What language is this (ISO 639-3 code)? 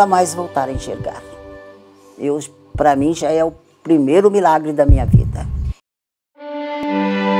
por